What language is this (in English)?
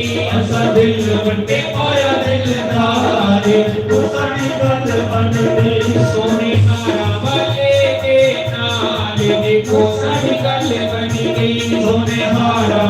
Dogri